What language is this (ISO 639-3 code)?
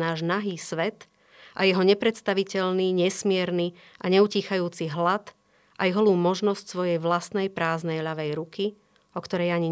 slk